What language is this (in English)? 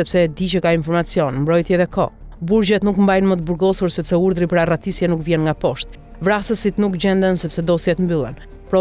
Albanian